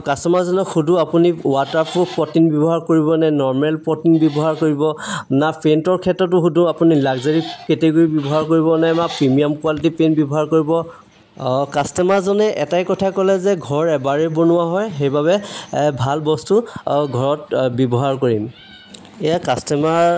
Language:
Assamese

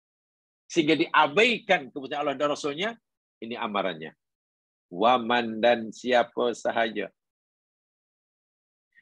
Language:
Malay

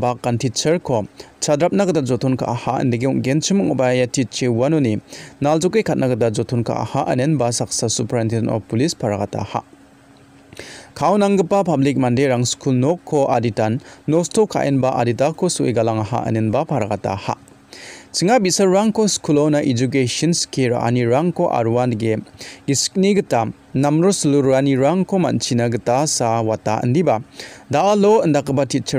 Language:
Garo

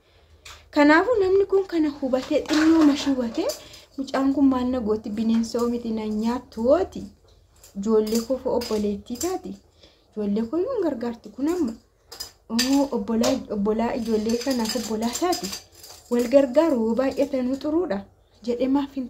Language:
Oromo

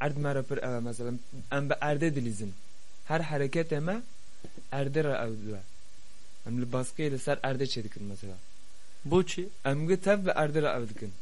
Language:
Kurdish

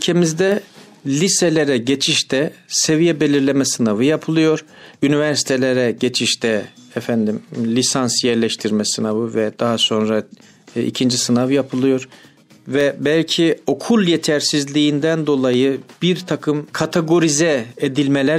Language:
Turkish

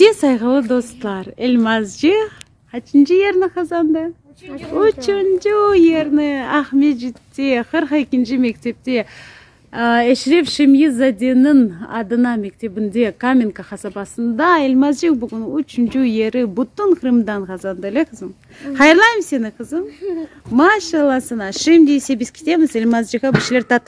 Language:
Crimean Tatar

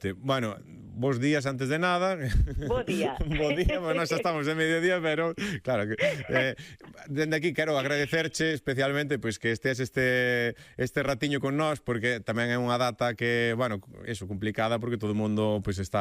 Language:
Galician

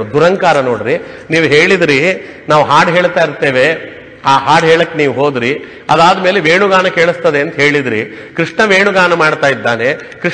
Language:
Kannada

